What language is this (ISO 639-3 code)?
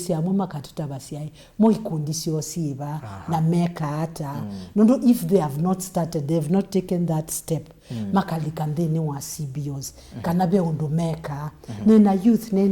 kam